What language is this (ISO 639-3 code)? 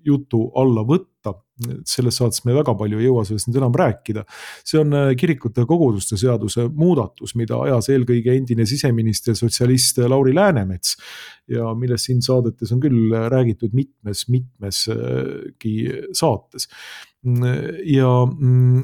est